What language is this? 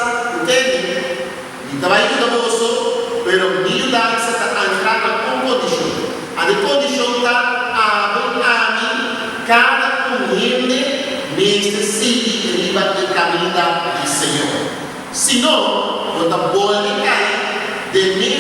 Papiamento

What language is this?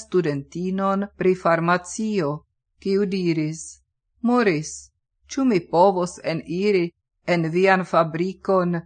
Esperanto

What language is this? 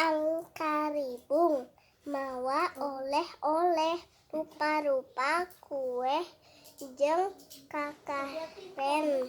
Sundanese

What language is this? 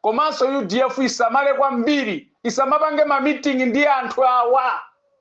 Nyanja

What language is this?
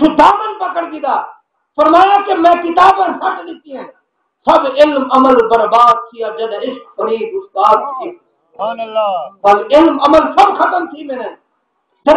Saraiki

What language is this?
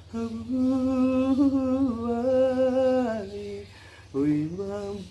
Minangkabau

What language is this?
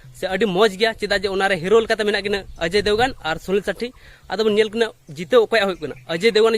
Santali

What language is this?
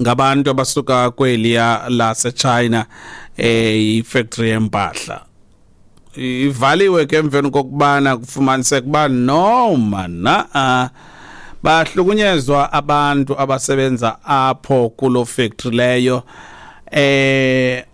Xhosa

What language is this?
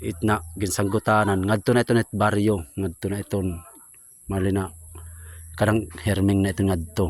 Waray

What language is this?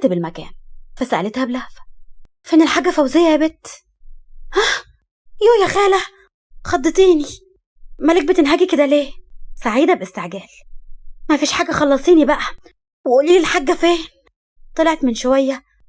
Egyptian Arabic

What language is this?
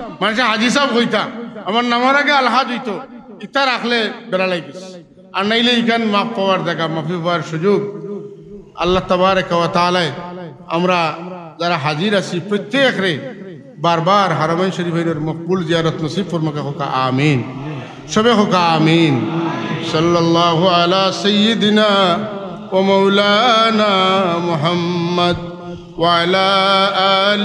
Sylheti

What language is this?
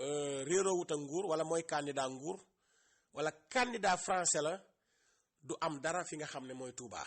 Wolof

